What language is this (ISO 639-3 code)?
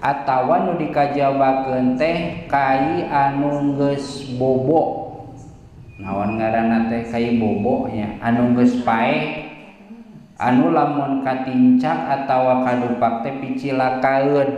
sun